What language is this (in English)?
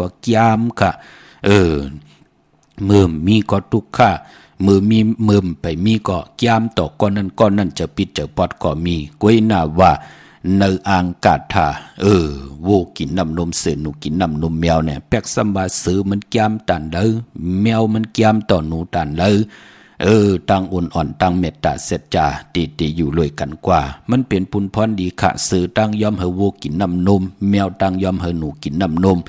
Shan